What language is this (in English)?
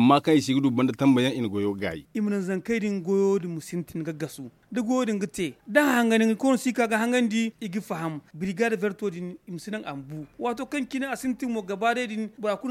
Zarma